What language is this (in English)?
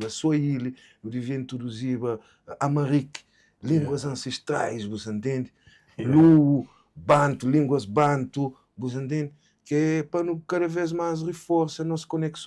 Kabuverdianu